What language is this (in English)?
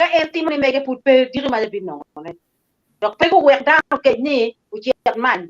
Acoli